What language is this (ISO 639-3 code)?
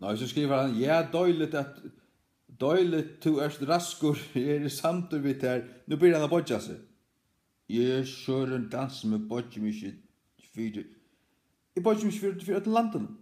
fao